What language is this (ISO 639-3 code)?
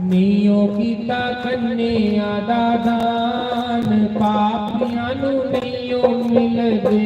doi